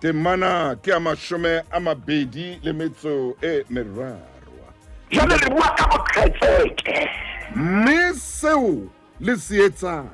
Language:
Southern Sotho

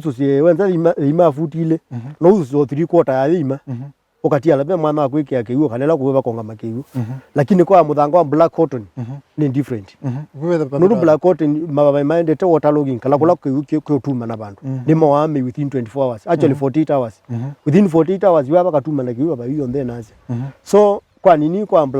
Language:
Kamba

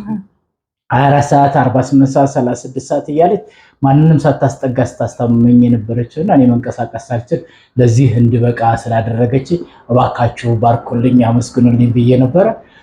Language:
Amharic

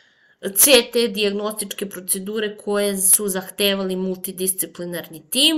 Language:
Serbian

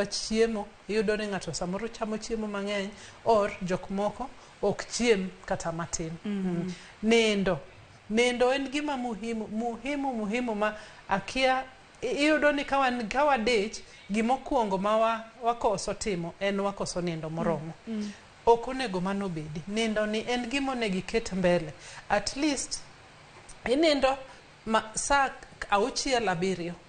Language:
Luo (Kenya and Tanzania)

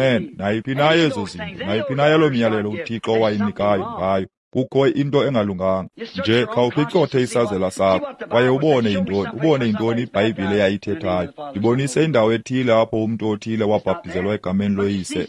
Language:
Xhosa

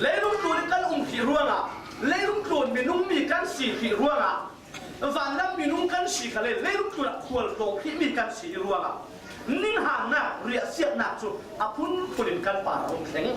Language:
Falam Chin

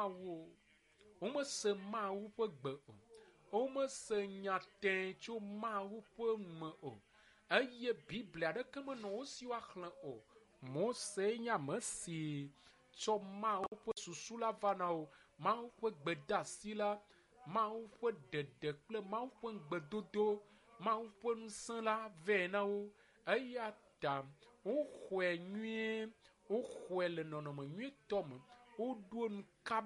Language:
Ewe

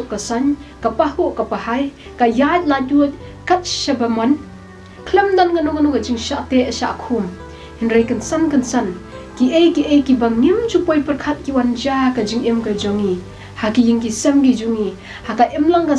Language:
Khasi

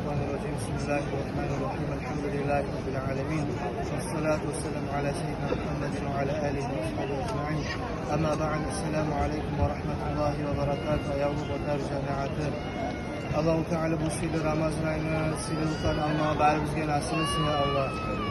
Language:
Kumyk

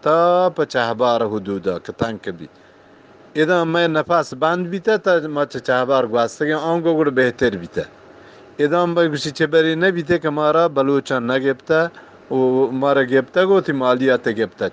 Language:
Eastern Balochi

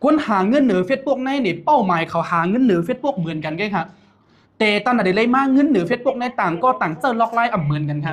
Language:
Shan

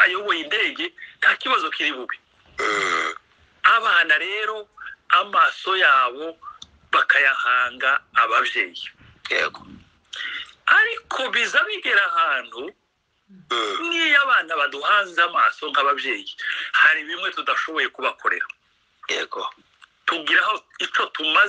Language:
Kinyarwanda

